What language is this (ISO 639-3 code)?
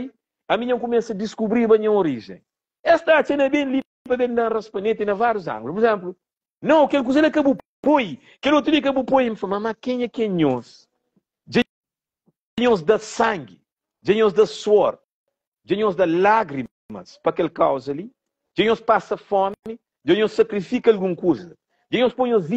kea